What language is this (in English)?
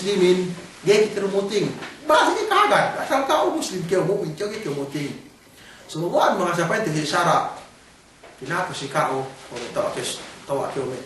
Yakan